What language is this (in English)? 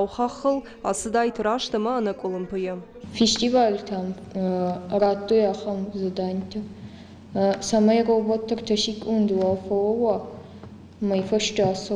Ossetic